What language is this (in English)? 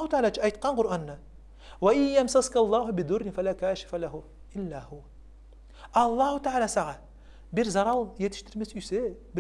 Kumyk